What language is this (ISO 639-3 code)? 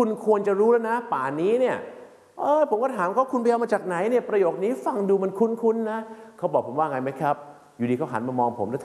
tha